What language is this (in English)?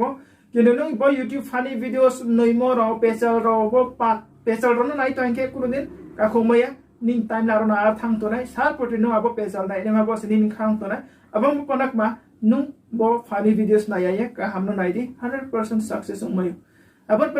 Riang (India)